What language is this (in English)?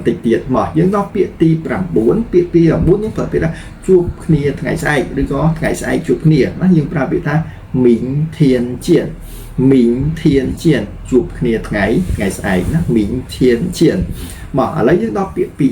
Khmer